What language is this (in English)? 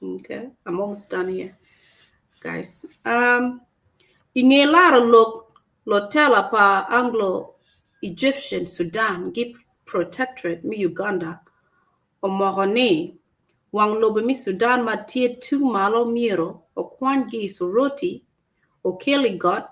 Acoli